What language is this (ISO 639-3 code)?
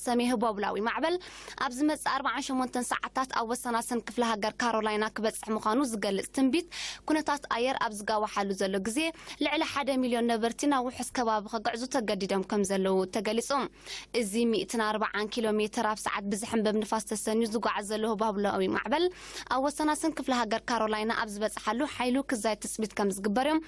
tir